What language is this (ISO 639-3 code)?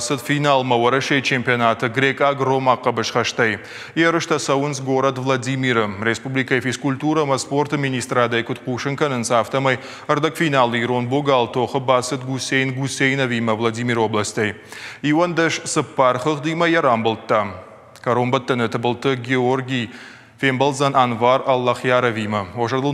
oss